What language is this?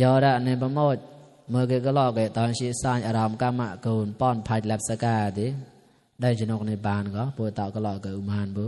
Mon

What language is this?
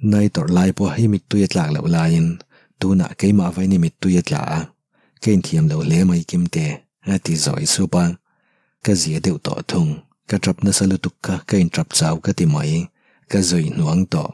Mizo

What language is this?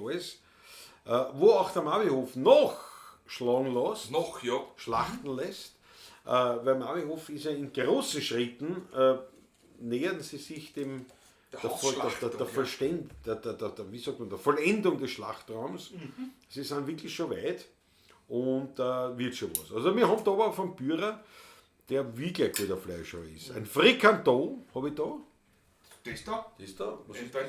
Bavarian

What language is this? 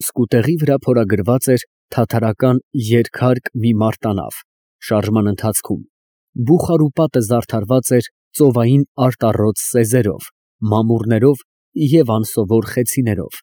Armenian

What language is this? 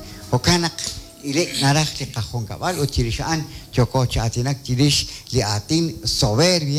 Kekchí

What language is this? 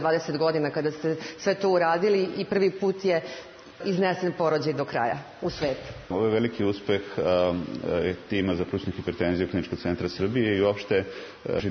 Serbian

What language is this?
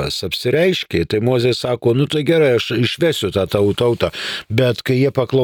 Lithuanian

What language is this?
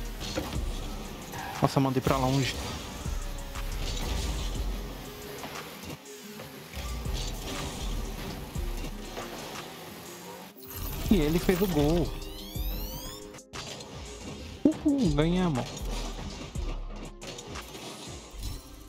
Portuguese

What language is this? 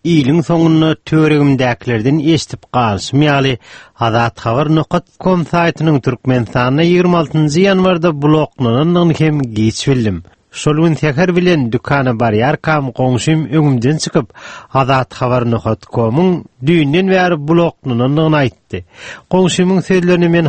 Turkmen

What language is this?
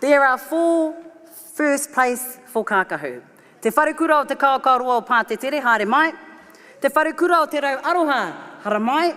Māori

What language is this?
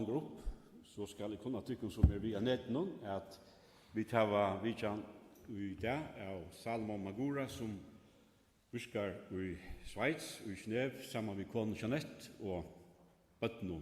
Faroese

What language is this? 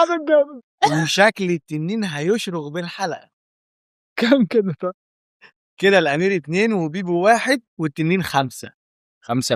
Egyptian Arabic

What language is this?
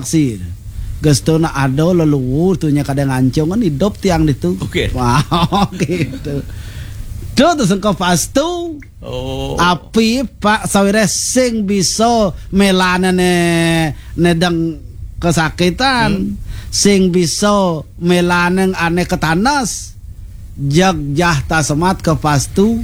Balinese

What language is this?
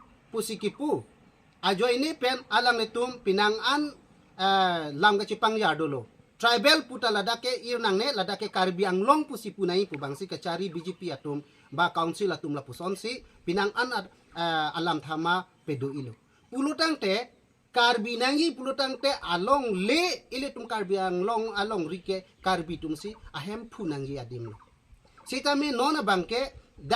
Karbi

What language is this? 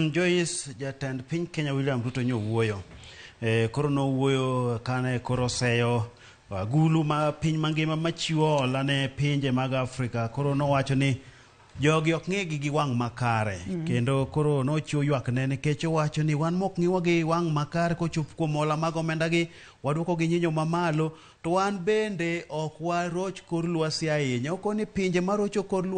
Luo (Kenya and Tanzania)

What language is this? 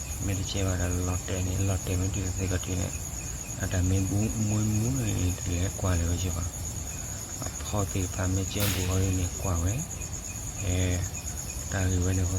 S'gaw Karen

